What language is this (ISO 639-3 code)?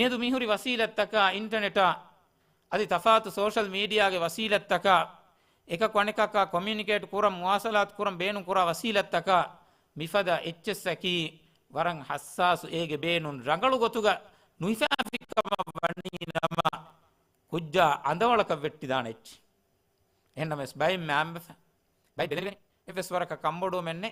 div